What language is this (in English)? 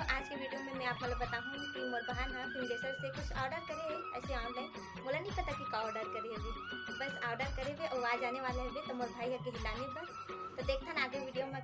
Chhattisgarhi